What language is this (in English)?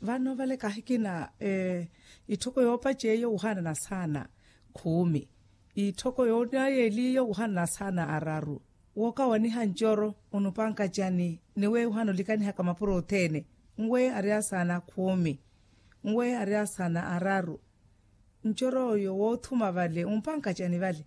Makhuwa